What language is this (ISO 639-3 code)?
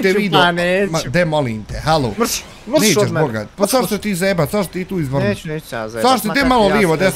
bos